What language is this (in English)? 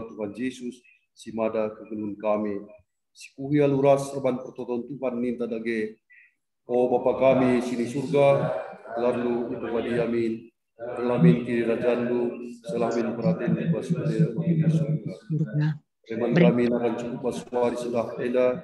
Batak Karo